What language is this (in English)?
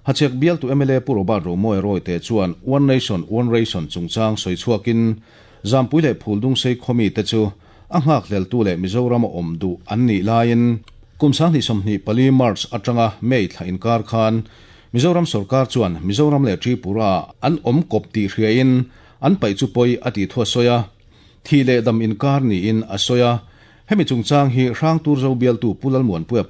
Mizo